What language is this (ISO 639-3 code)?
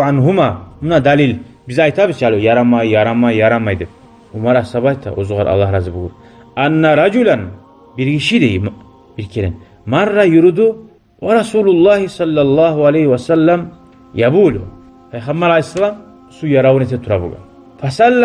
kum